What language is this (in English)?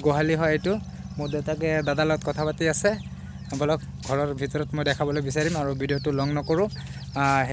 Assamese